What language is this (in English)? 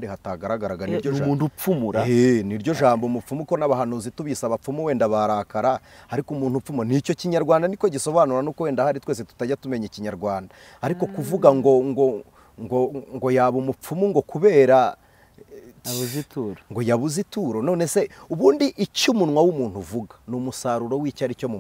Kinyarwanda